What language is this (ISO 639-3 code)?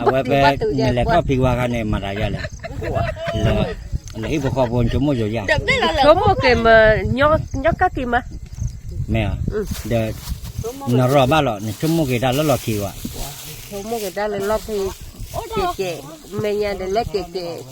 ksw